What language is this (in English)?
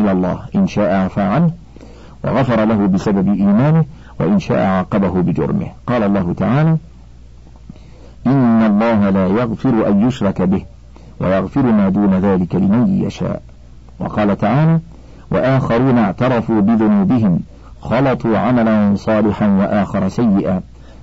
Arabic